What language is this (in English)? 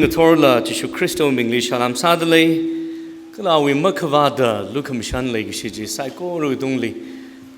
Tangkhul Naga (India)